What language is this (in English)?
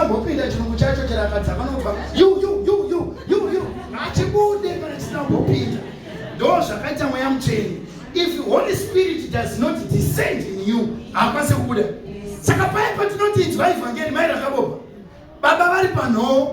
Shona